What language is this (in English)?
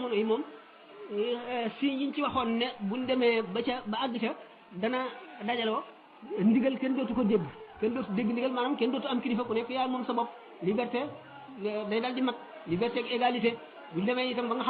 Wolof